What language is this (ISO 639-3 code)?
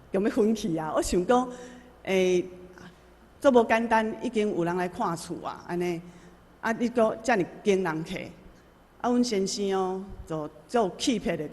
nan